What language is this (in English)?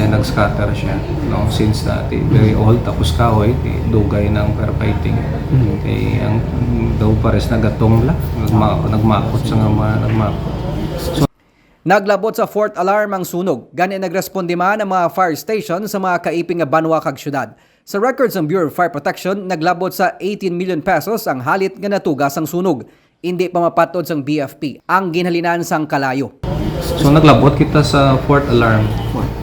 Hiligaynon